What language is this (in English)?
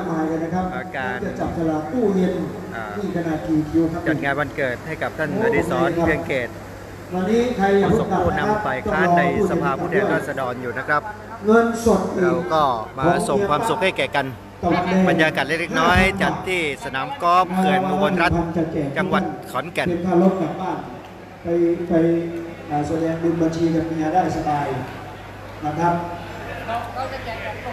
Thai